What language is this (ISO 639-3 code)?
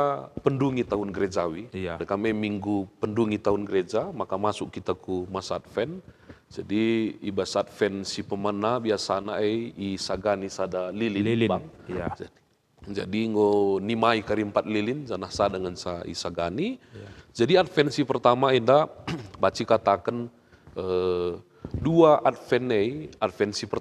btx